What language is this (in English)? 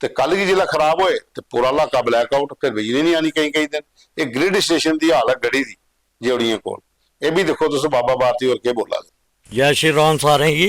Dogri